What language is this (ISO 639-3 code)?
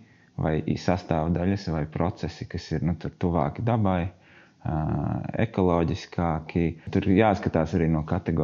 lav